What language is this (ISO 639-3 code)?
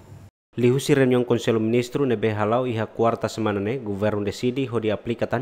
tet